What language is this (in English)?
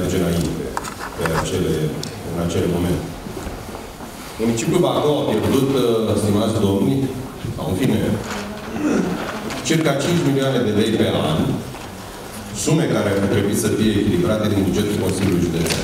Romanian